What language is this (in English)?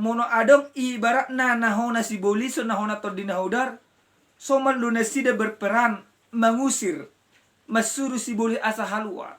Batak Toba